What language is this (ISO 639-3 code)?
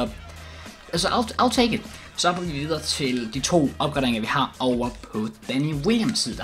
dan